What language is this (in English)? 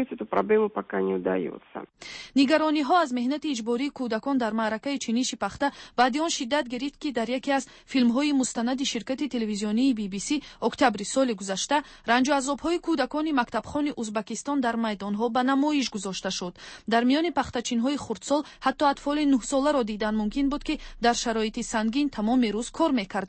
Tajik